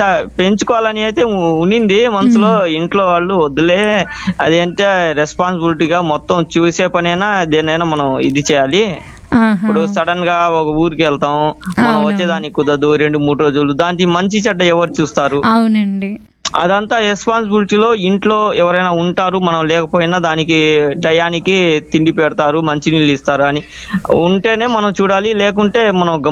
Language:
Telugu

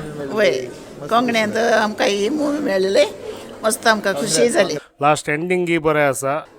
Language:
Konkani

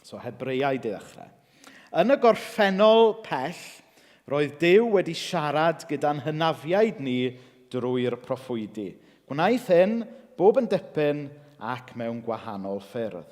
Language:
Welsh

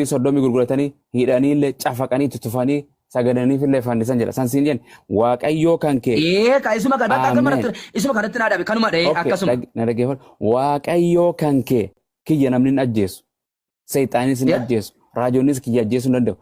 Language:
Oromo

